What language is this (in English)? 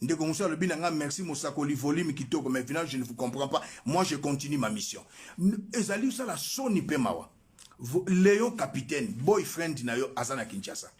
Lingala